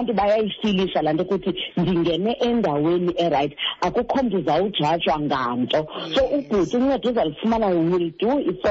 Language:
Xhosa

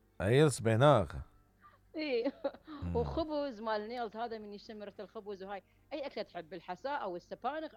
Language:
Mesopotamian Arabic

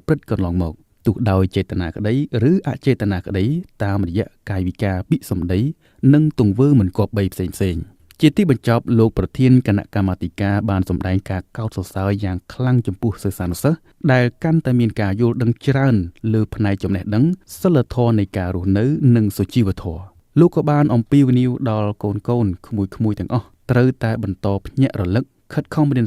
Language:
Khmer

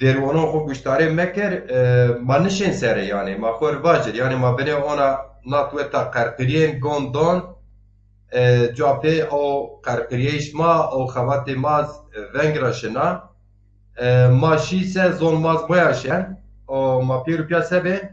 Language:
Zaza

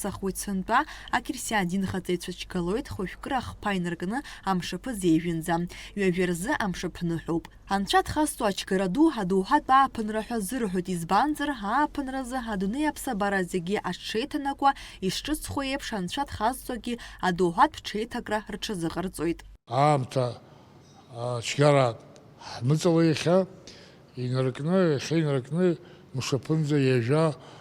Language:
Abkhazian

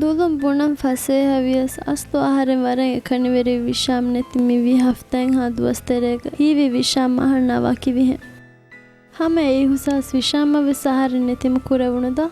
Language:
Divehi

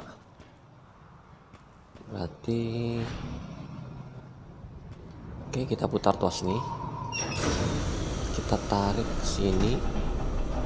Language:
Indonesian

